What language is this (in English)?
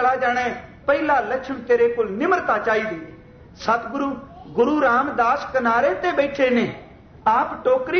Punjabi